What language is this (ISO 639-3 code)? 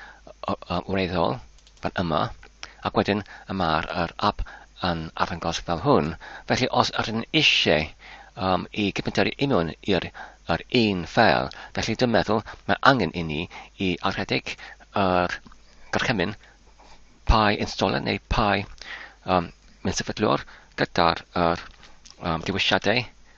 cym